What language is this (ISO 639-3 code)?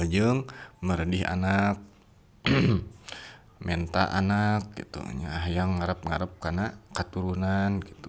sun